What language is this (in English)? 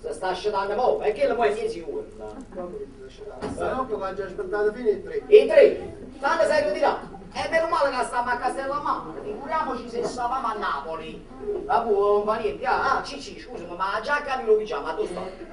Neapolitan